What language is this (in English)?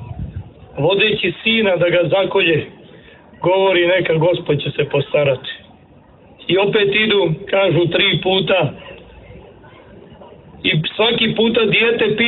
Serbian